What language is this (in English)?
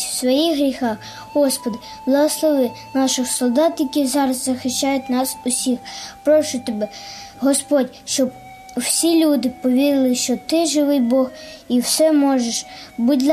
Ukrainian